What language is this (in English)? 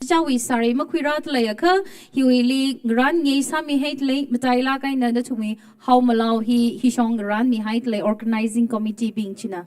Tangkhul Naga (India)